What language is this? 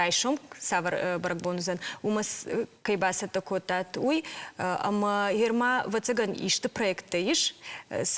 Ossetic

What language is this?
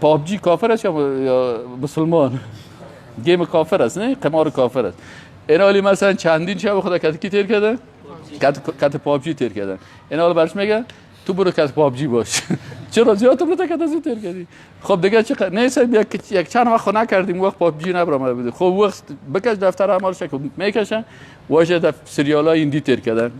Persian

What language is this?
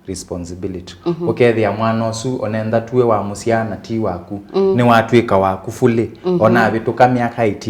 Kamba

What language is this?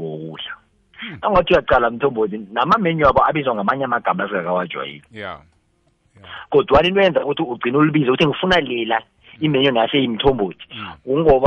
South Ndebele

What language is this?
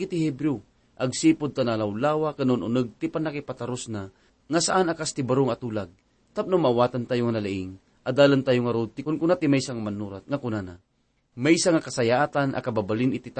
Iloko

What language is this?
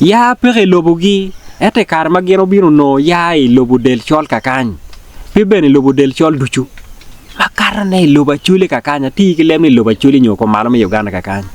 Acoli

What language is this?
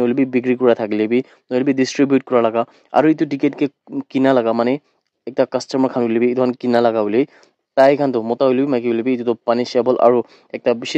Naga Pidgin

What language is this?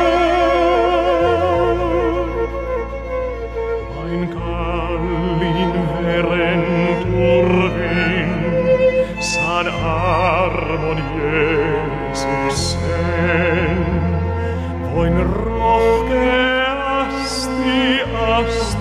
Finnish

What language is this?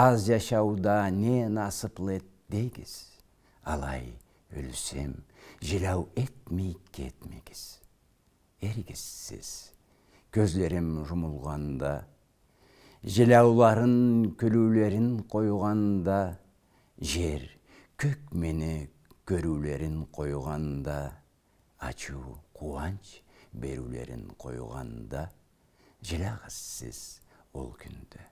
Karachay-Balkar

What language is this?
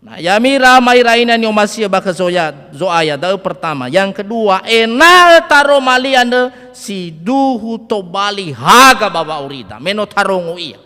Nias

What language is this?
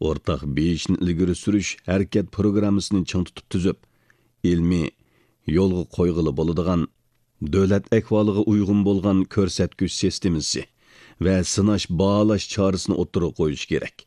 Uyghur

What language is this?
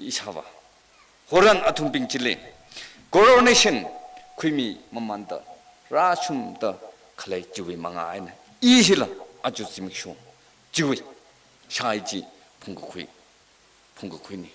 Tangkhul Naga (India)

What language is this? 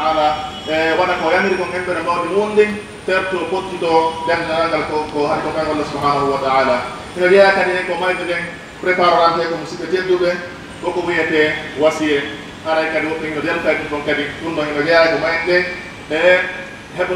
Pular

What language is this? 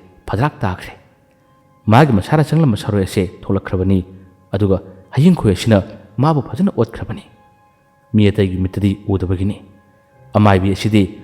Manipuri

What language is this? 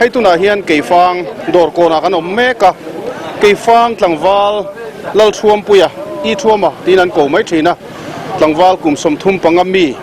Mizo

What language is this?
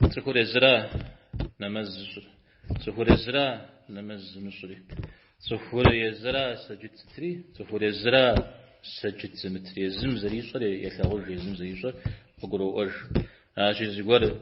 Kabardian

